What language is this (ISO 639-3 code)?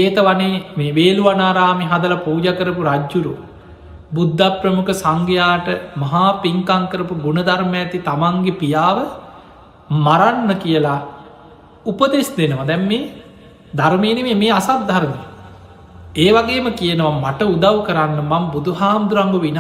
sin